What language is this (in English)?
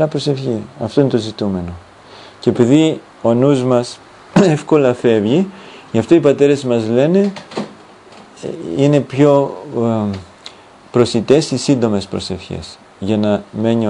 Greek